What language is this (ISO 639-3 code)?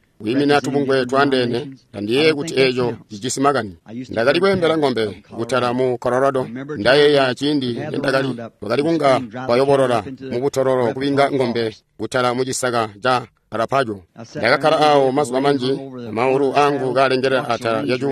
toi